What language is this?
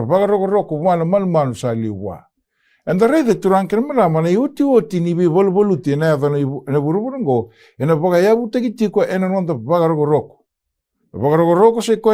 Fijian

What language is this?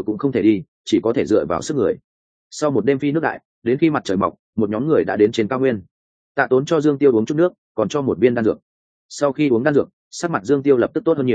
Vietnamese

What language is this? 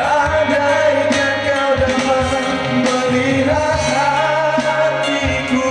Nias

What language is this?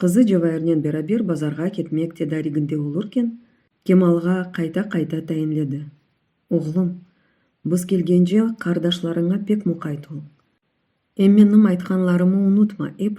Crimean Tatar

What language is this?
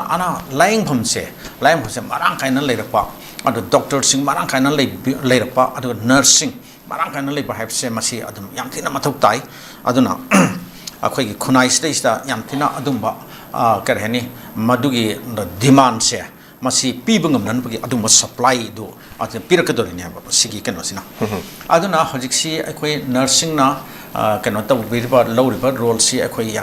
Manipuri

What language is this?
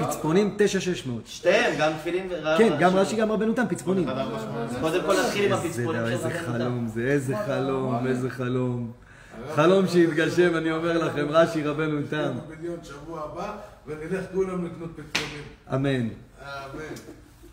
Hebrew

